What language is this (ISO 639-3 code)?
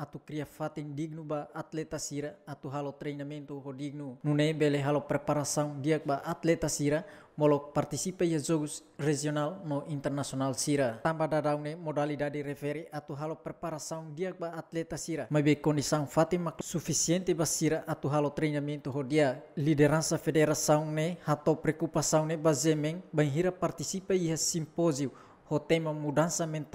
tet